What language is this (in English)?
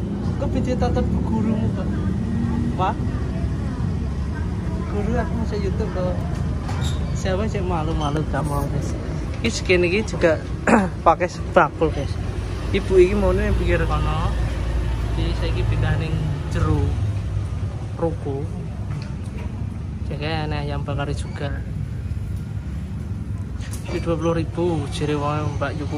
Indonesian